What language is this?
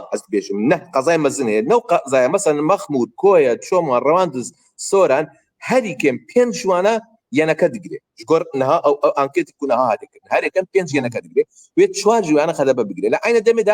Kurdish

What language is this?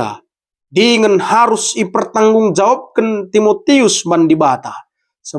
Batak Karo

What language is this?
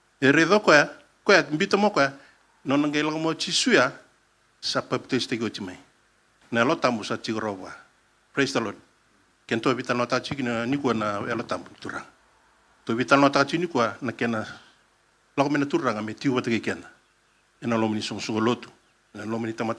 Fijian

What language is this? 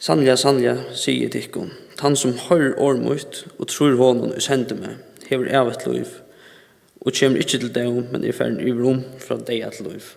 Faroese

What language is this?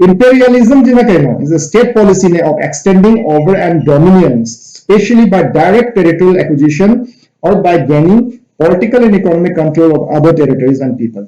Manipuri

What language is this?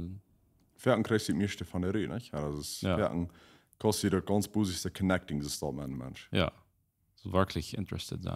Plautdietsch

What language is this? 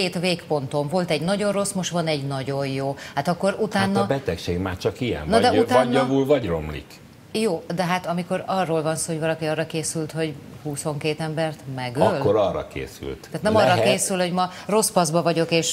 Hungarian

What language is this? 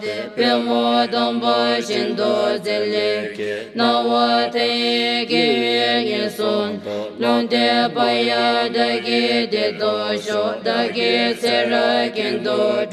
Classical Tibetan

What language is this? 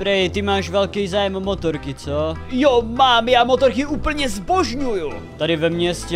Czech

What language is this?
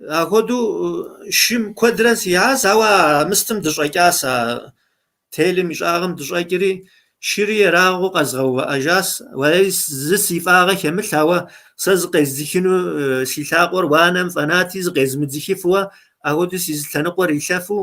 Kabardian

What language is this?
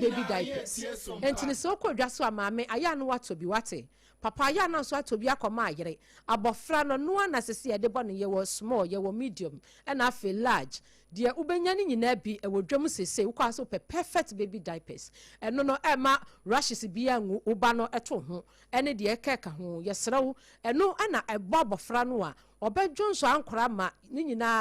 Akan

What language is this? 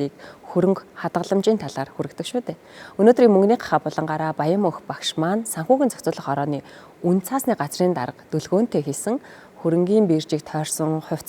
Mongolian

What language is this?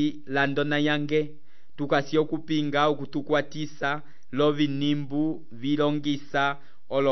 Umbundu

